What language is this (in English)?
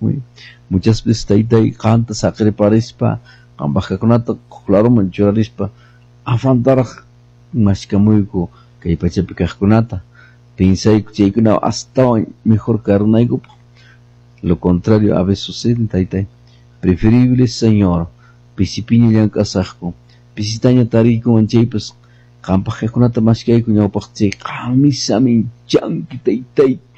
Quechua